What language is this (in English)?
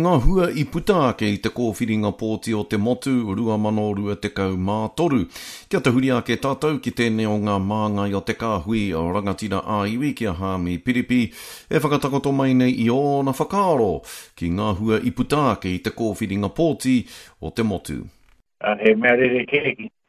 Māori